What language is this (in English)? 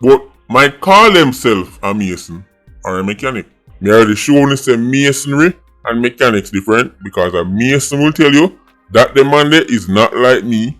Jamaican Creole English